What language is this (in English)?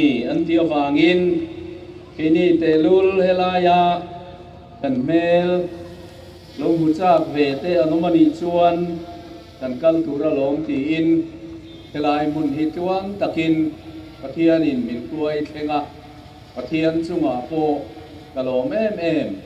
Hmar